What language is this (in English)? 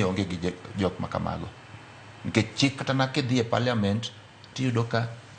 Luo (Kenya and Tanzania)